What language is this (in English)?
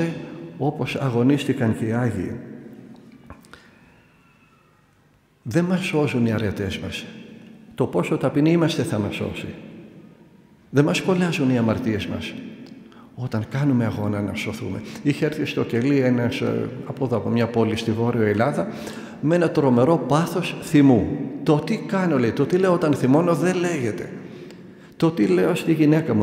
Greek